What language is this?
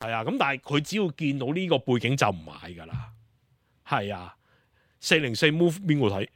Cantonese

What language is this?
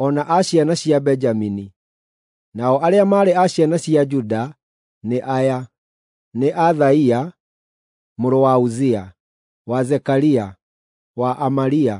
Kikuyu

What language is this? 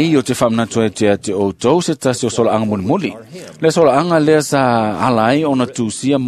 Samoan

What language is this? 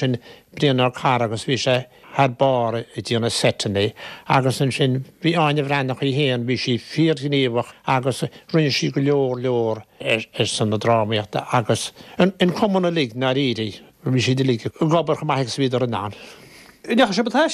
Irish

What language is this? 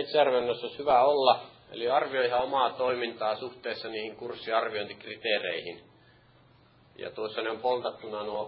Finnish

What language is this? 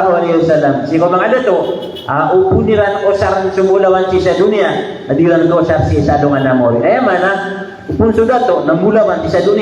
Maranao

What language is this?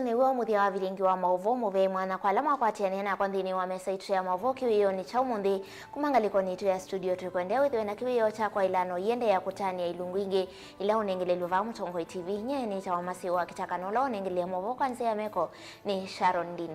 Kamba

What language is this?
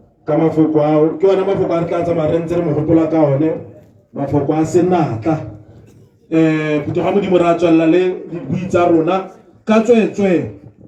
Tswana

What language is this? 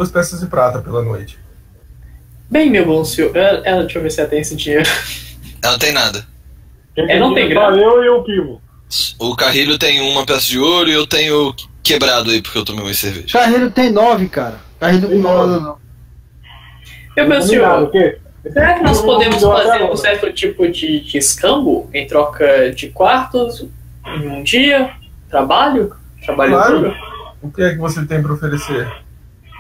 Portuguese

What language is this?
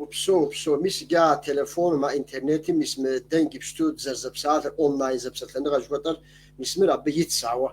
Kabardian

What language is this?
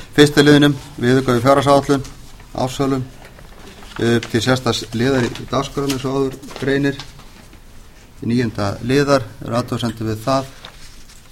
Icelandic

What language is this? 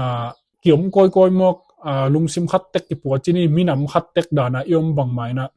Tedim Chin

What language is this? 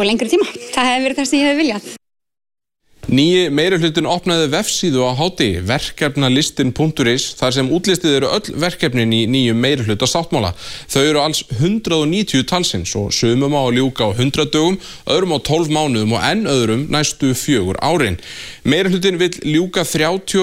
Icelandic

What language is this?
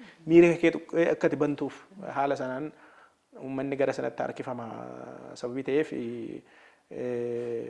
Oromo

